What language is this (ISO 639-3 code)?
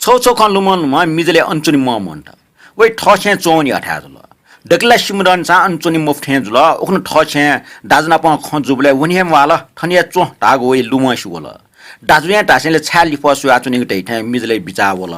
new